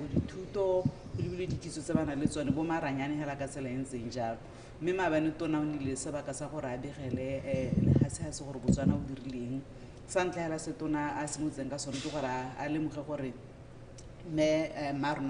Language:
Tswana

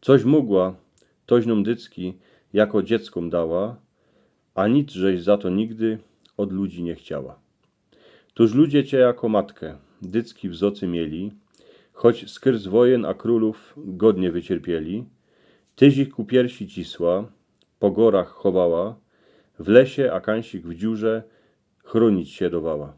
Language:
Silesian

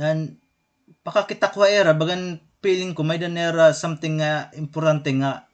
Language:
Waray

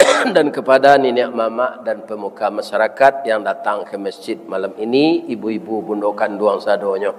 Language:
Minangkabau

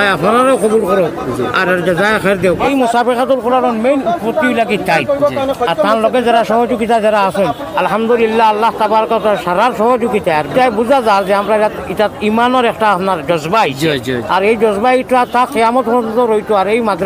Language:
Sylheti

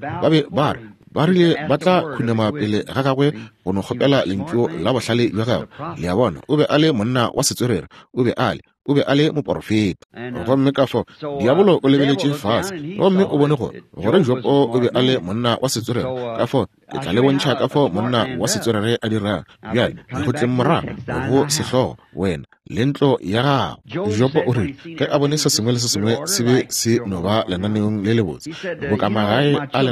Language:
Northern Sotho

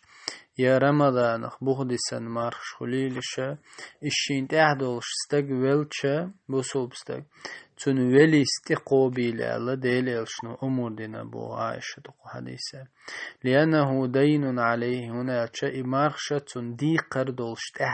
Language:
Chechen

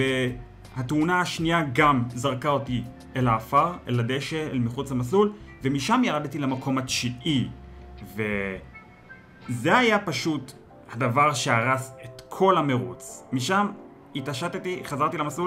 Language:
Hebrew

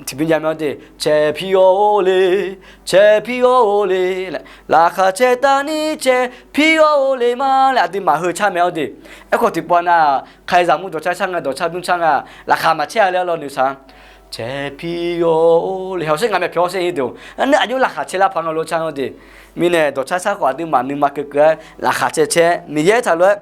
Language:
Akha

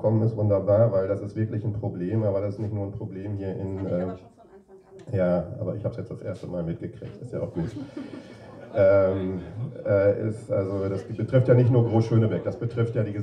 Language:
German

